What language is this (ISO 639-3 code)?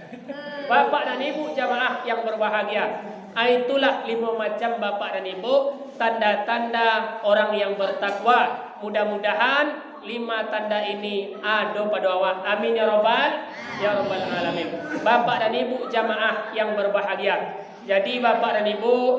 min